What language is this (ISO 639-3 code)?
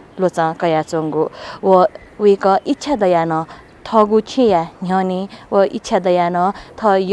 new